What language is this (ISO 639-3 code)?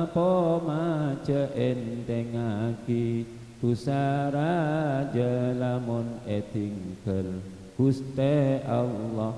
mad